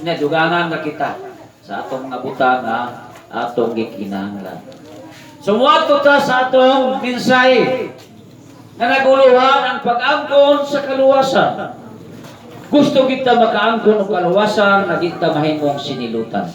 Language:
Cebuano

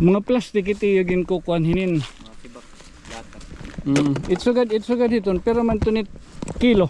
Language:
Waray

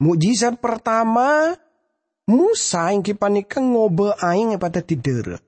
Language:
Madurese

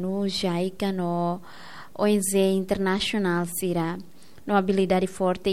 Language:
Tetum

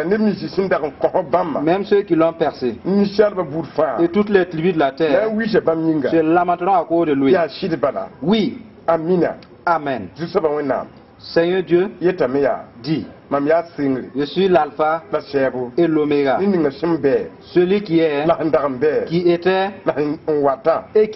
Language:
Mossi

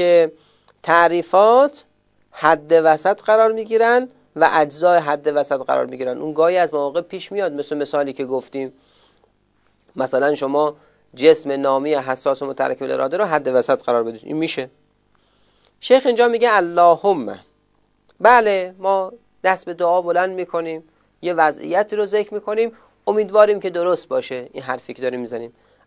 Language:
Persian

